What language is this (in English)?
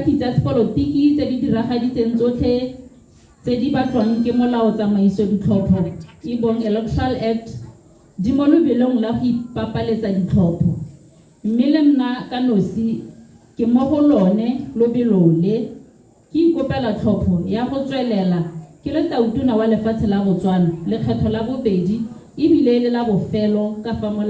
Tswana